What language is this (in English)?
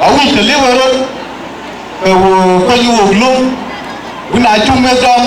Dinka